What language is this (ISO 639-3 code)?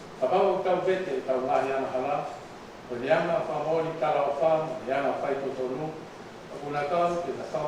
ton